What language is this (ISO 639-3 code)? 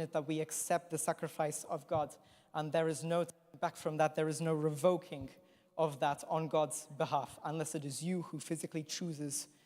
eng